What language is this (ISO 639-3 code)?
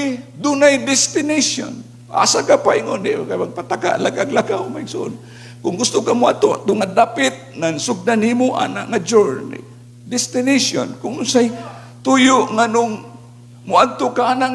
ceb